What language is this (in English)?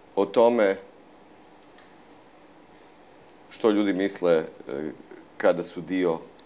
Croatian